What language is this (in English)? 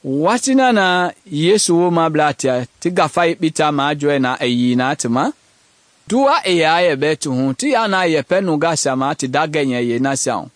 Mende